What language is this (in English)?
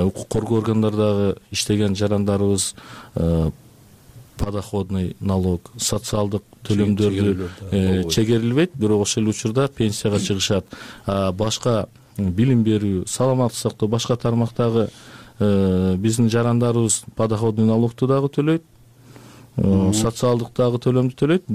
Kyrgyz